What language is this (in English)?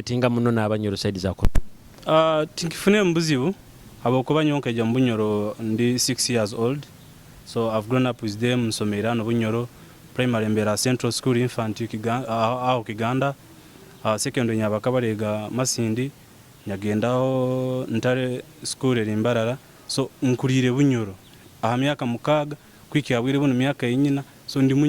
Nyoro